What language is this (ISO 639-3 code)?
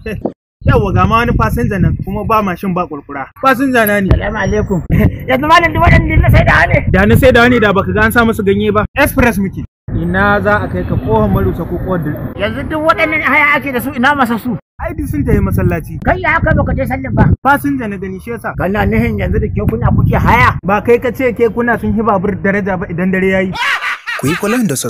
hau